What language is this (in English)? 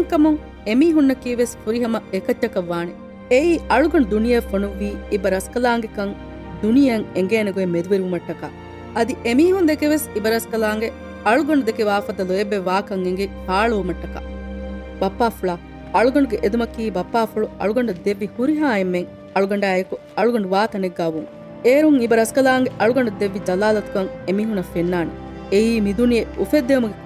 Divehi